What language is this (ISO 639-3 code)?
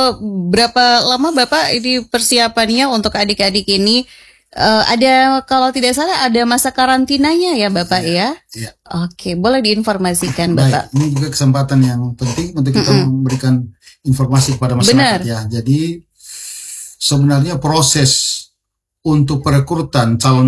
ind